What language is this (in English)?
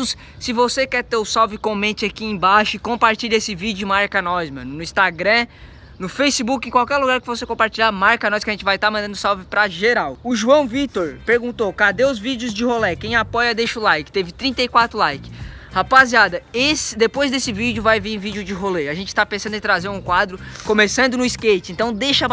Portuguese